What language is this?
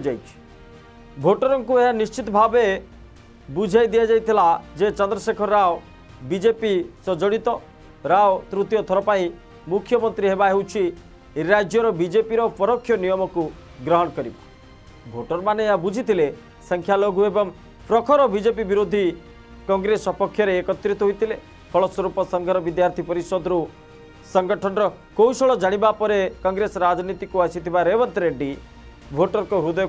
Odia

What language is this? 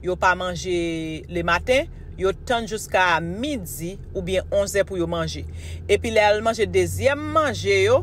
Haitian Creole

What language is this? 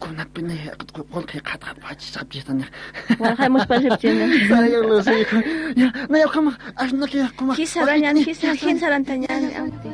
Aymara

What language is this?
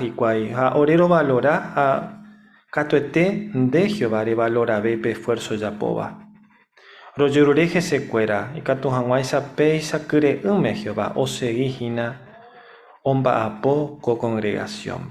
Guarani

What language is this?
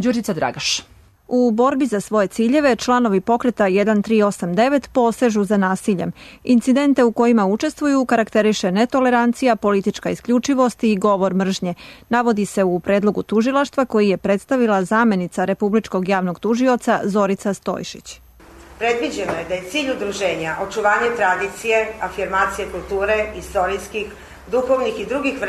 Serbian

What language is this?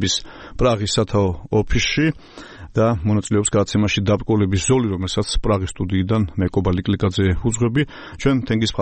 Georgian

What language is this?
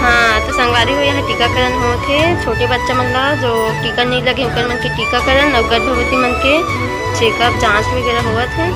Chhattisgarhi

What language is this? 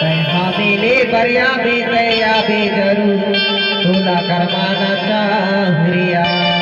Chhattisgarhi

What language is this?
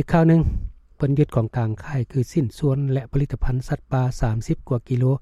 Lao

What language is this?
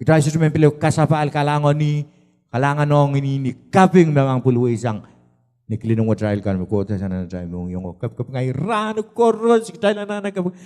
Pohnpeian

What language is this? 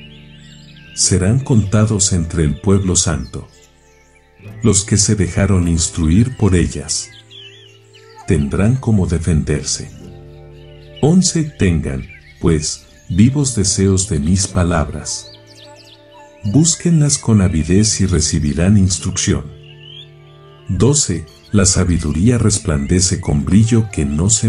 Spanish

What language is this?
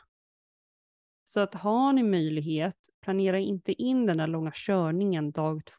Swedish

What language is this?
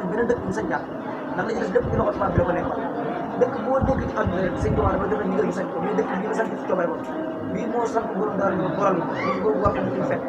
Wolof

